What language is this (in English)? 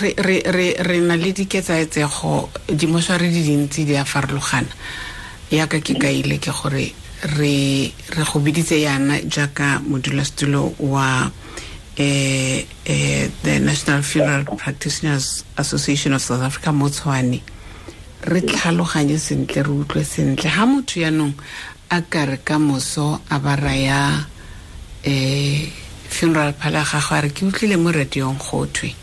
Tswana